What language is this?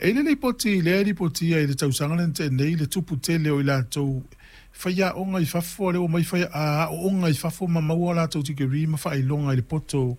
Samoan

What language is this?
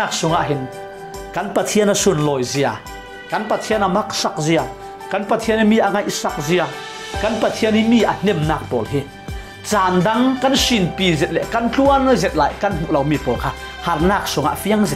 Falam Chin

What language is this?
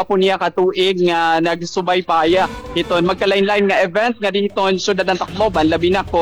Waray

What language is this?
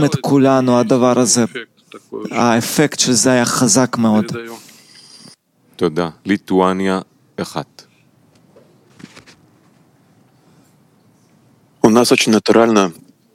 Hebrew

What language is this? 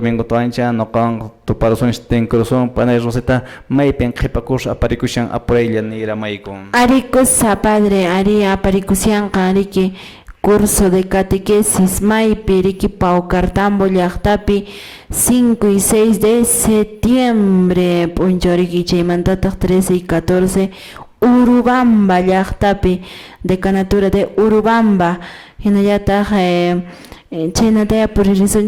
Quechua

